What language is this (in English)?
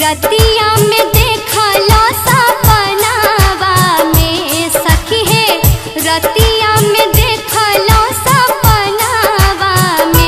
Bhojpuri